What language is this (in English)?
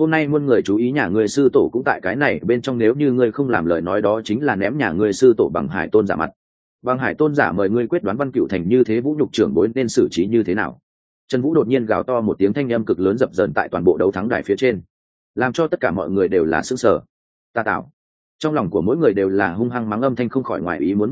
Vietnamese